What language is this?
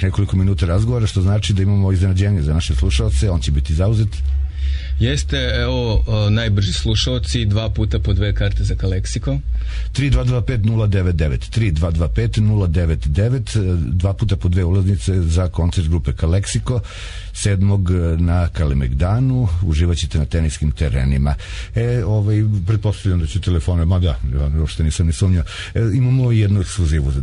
Serbian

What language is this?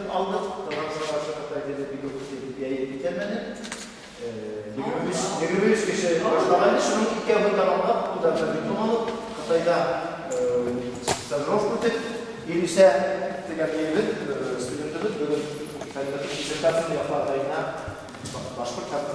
Bashkir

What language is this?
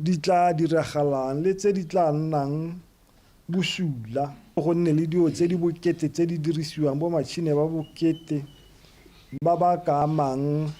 Tswana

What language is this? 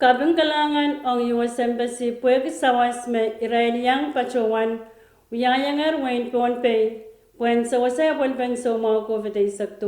Pohnpeian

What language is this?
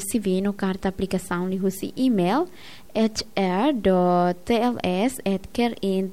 Tetum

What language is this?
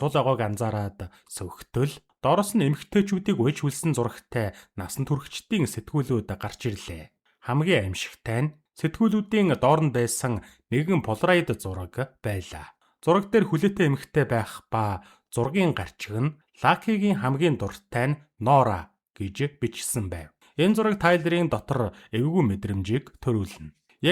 Mongolian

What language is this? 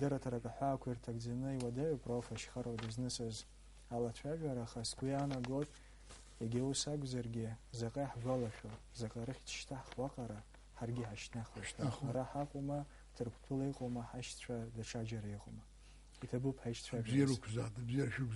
Abkhazian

